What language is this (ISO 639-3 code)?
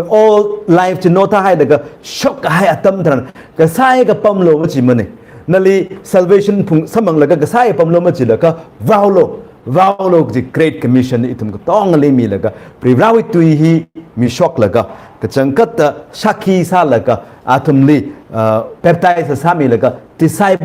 nmf